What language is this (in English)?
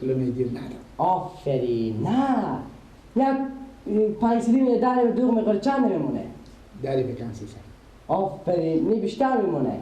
Persian